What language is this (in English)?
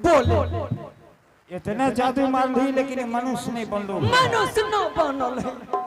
Angika